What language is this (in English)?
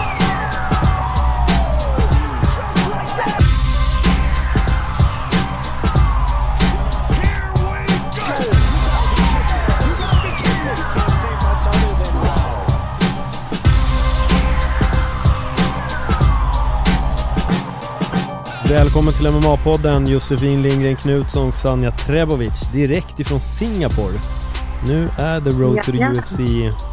Swedish